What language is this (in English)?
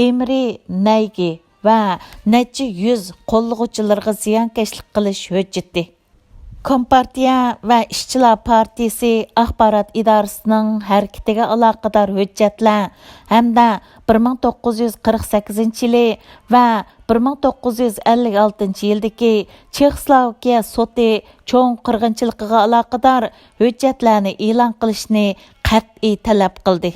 Uyghur